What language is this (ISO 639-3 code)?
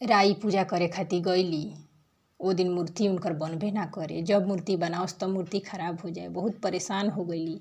bho